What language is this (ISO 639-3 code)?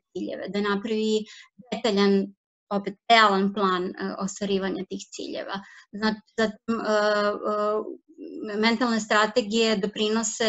srp